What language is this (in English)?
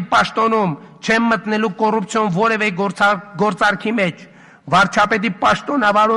Armenian